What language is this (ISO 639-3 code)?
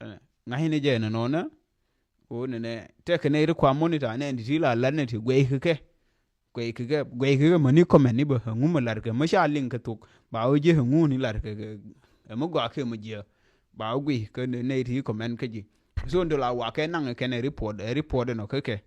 nus